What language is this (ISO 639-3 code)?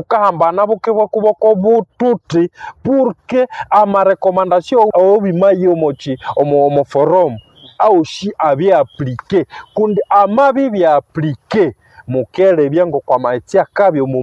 nnb